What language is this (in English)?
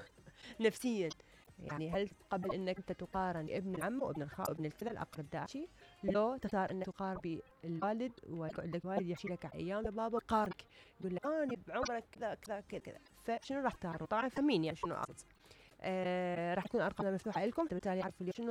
Mesopotamian Arabic